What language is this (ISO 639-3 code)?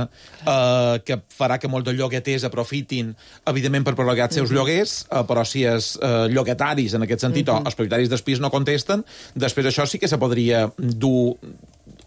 cat